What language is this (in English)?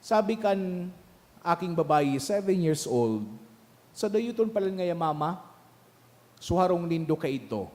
Bikol